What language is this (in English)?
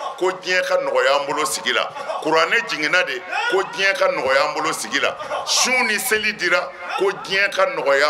Bambara